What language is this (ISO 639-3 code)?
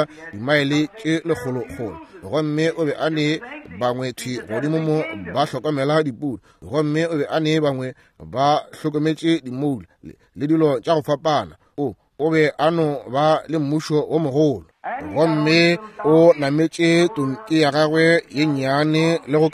nso